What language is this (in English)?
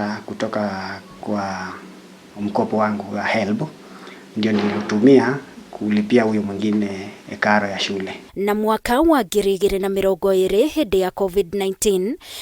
Kikuyu